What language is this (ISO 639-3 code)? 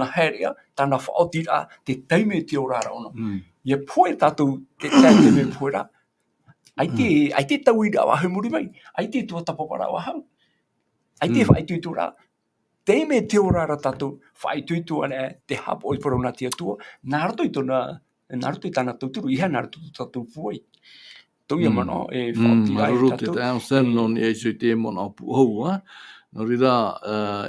tah